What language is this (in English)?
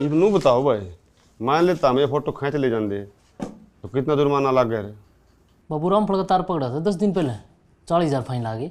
Haryanvi